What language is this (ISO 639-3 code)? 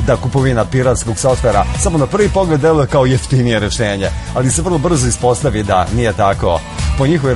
srp